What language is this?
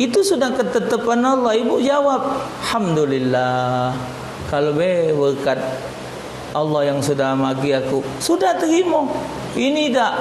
Musi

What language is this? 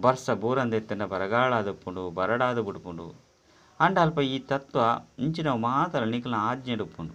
Tulu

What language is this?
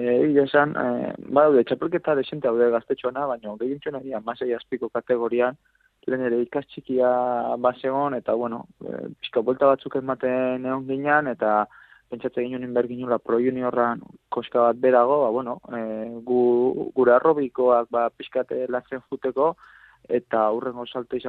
Basque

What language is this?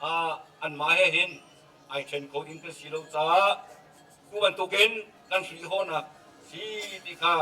Hakha Chin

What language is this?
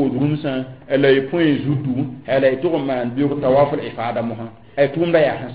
Mossi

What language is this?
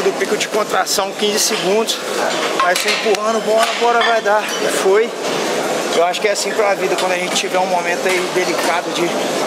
Portuguese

